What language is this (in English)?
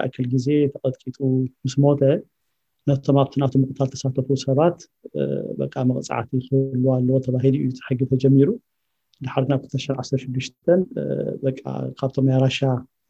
Tigrinya